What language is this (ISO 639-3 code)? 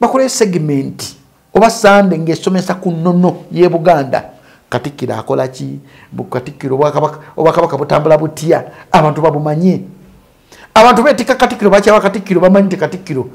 lug